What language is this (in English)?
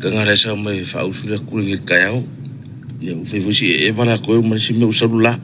Samoan